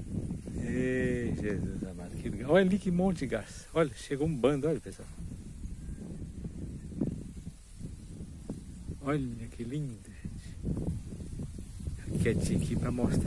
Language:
Portuguese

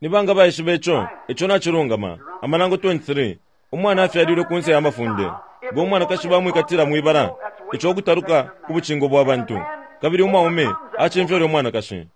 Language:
Bemba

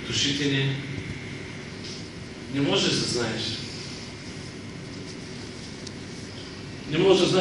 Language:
Bulgarian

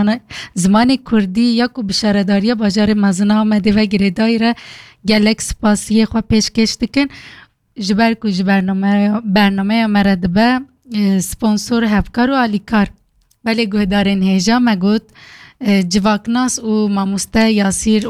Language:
Kurdish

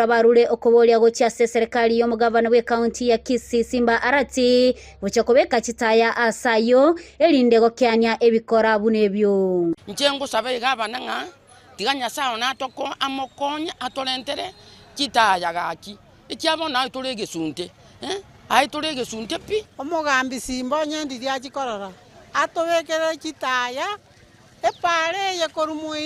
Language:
Gusii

